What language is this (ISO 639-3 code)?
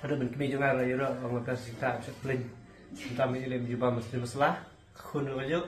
kha